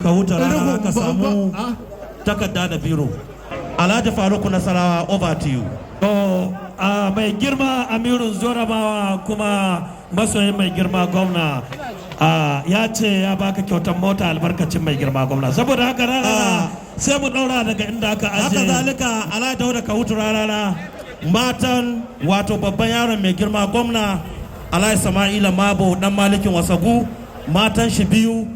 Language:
Hausa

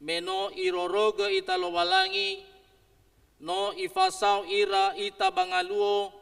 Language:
Nias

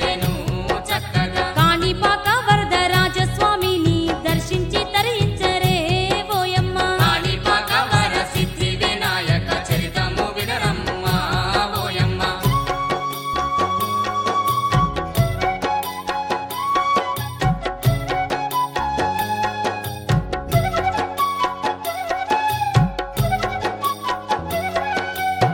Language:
Telugu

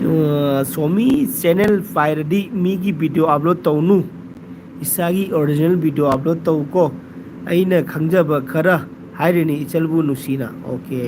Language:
Manipuri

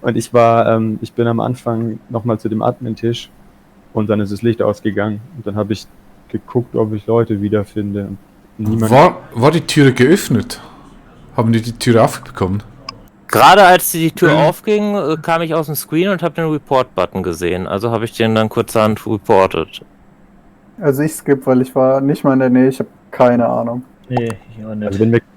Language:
Swiss German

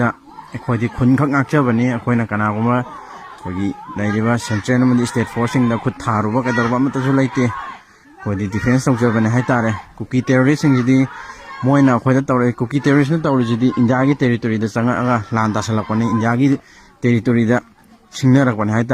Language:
Manipuri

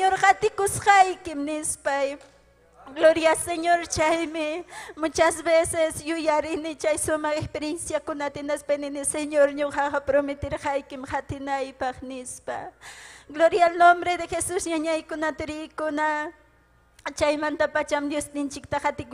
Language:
Ayacucho Quechua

